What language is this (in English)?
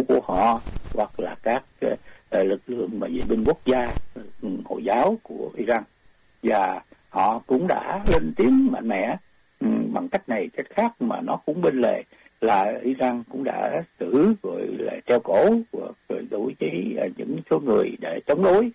Vietnamese